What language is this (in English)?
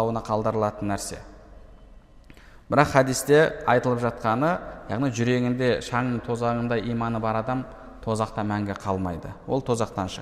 Kazakh